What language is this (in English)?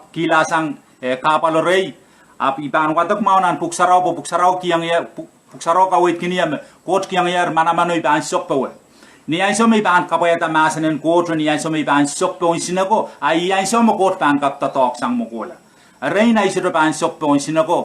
Pohnpeian